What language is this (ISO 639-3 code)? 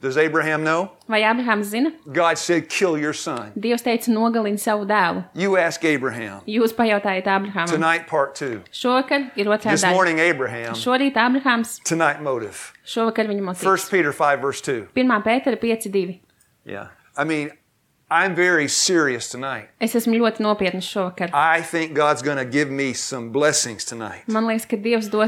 lav